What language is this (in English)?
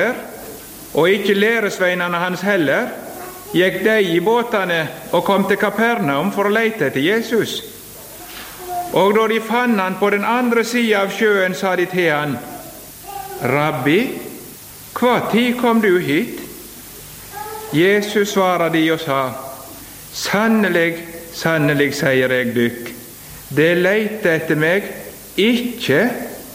Norwegian